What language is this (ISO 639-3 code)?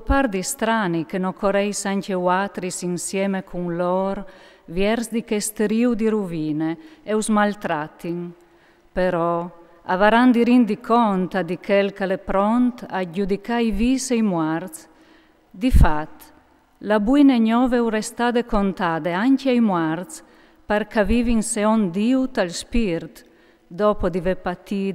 fur